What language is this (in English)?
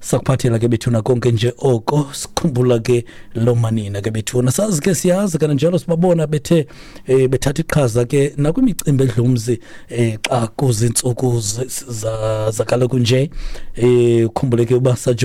Xhosa